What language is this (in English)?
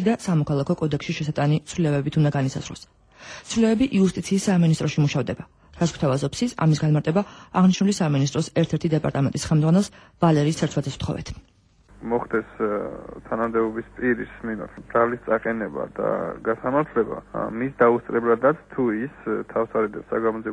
Georgian